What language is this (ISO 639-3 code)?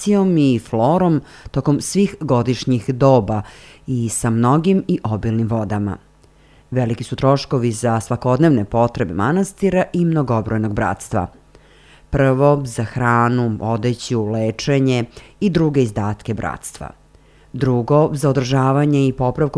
srp